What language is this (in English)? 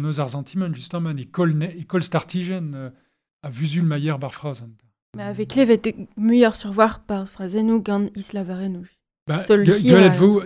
Breton